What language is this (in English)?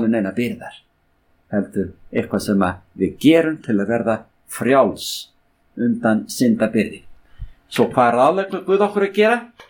Icelandic